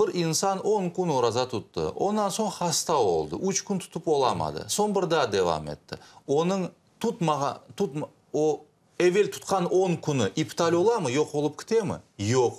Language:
Crimean Tatar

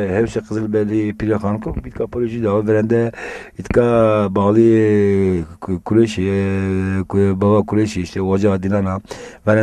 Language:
Zaza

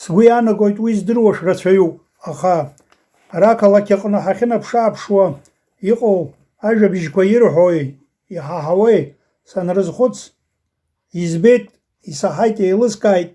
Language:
Abkhazian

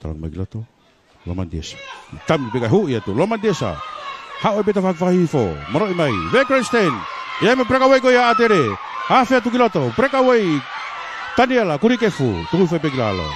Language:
Tongan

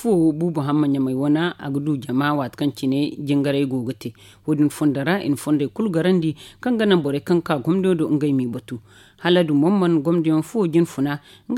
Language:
Zarma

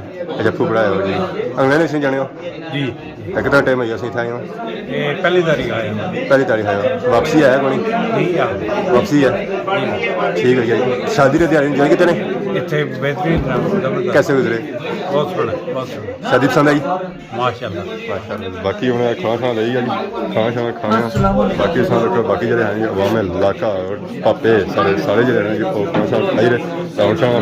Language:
Pahari-Potwari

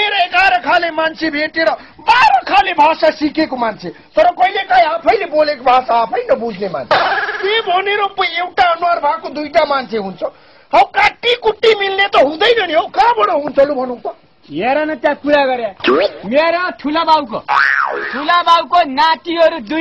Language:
Nepali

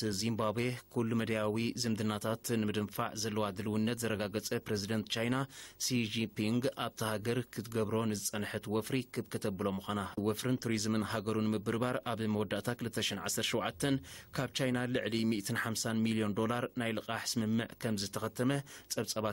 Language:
Tigrinya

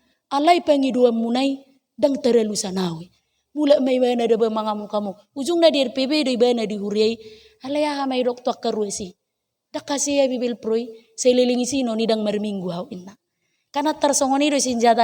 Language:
Batak Toba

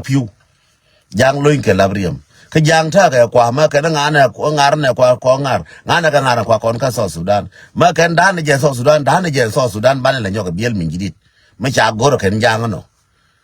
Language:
Nuer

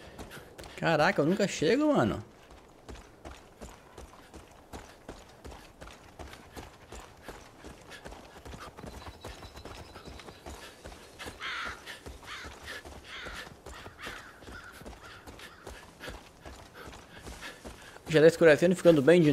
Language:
Portuguese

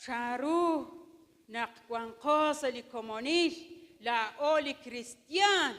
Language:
Kekchí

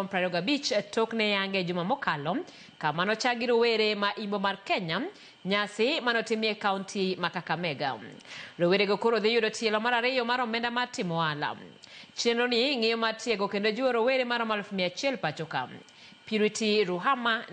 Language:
Luo (Kenya and Tanzania)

